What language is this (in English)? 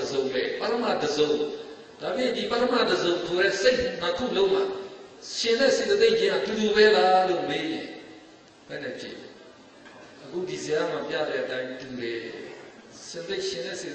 Burmese